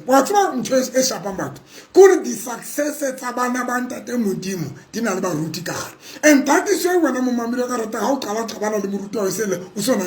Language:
Southern Sotho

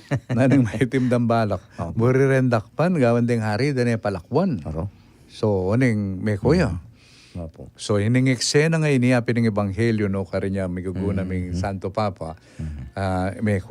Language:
Pampanga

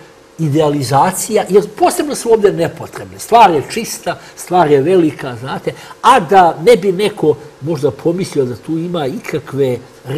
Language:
Serbian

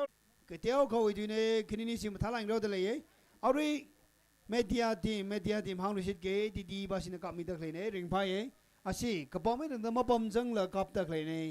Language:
Tangkhul Naga (India)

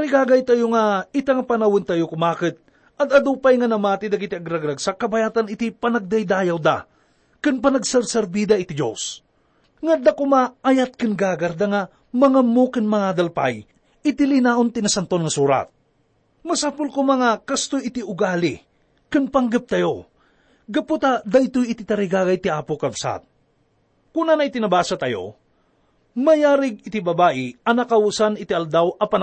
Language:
Iloko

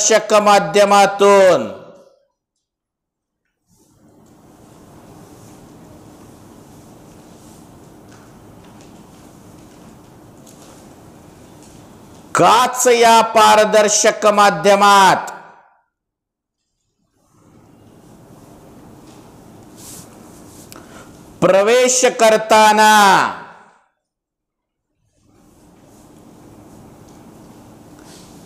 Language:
Marathi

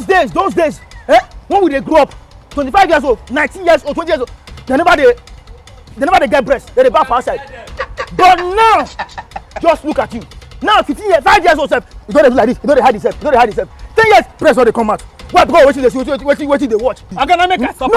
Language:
Nigerian Pidgin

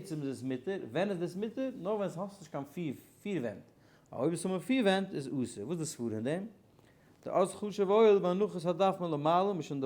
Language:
Yiddish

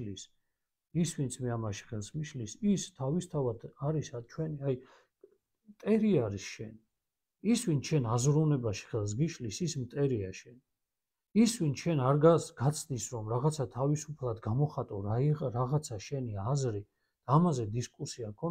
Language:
Georgian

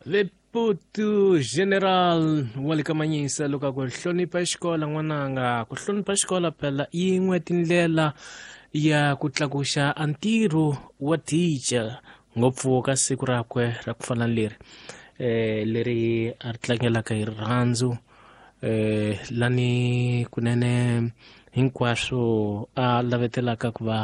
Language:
Tsonga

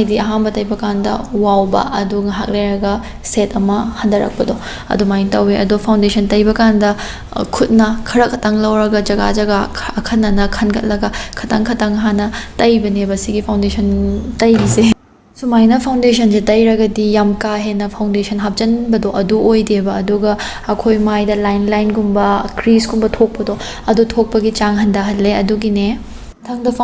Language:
Manipuri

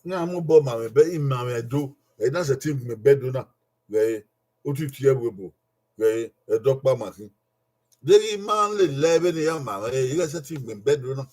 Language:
Bini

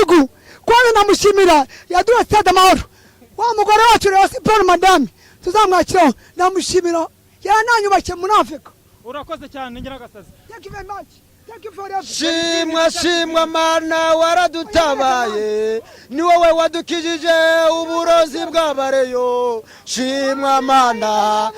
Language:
Kinyarwanda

